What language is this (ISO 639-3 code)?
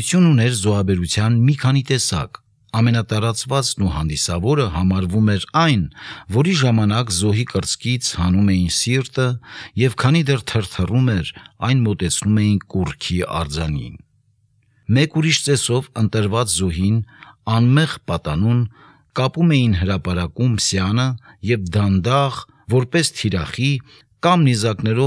hye